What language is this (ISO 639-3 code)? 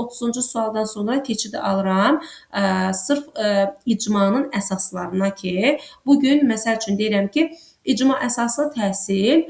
aze